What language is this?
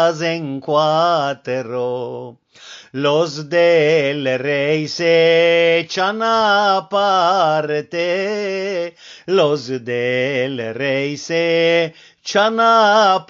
Ladino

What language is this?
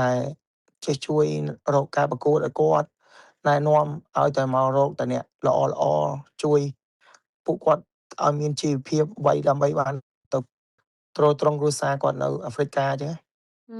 Khmer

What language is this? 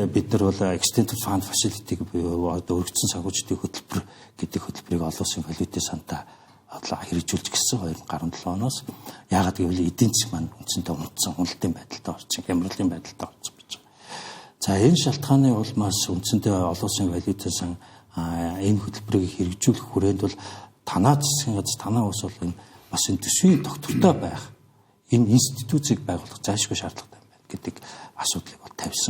Mongolian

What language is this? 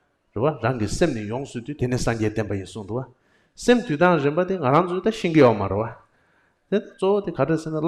Tibetan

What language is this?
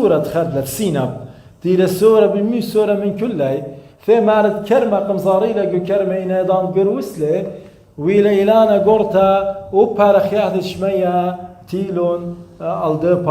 Assyrian Neo-Aramaic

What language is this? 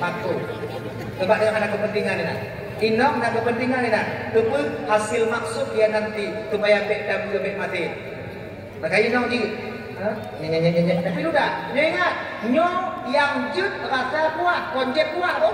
Achinese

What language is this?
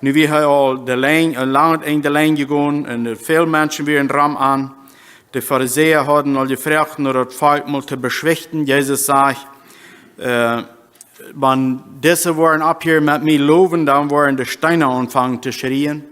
Plautdietsch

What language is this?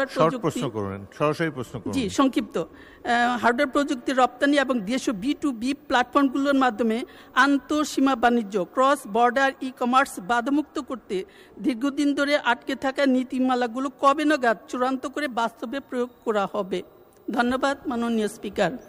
Bangla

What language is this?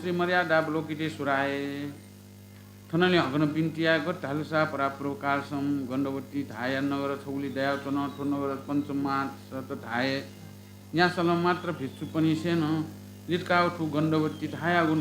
Newari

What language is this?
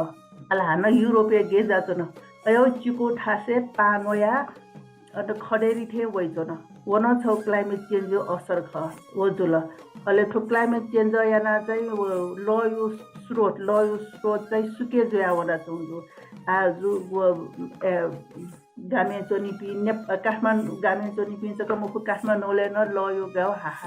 Newari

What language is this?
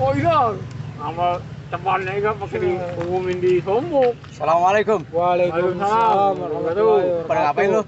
Betawi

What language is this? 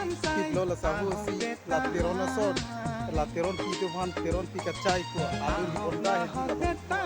Karbi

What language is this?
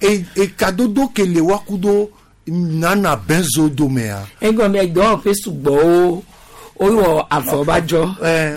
Gen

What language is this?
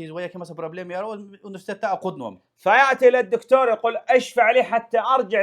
Lezghian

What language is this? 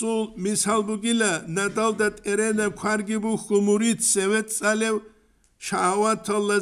Avaric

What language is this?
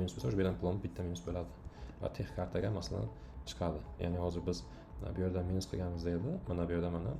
Uzbek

